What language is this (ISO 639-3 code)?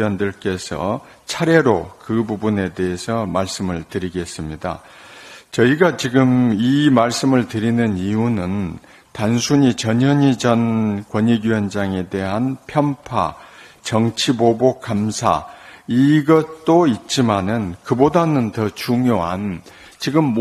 kor